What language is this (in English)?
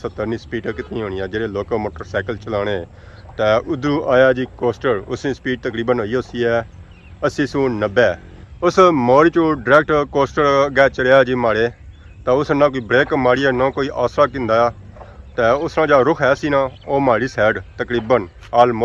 Pahari-Potwari